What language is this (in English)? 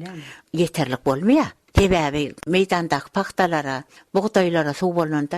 Turkmen